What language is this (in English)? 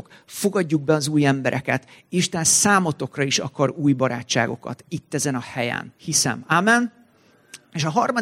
Hungarian